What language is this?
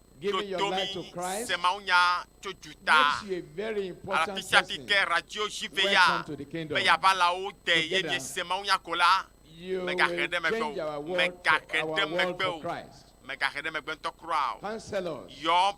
Ewe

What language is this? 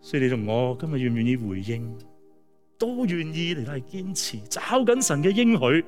Cantonese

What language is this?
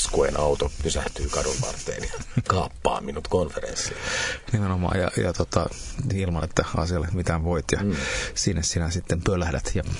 Finnish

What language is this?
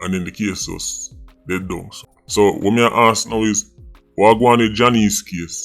Jamaican Creole English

